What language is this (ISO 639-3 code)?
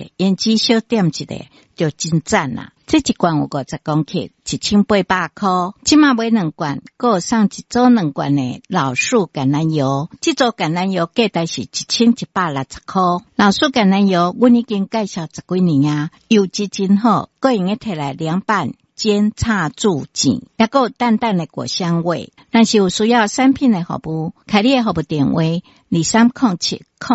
nan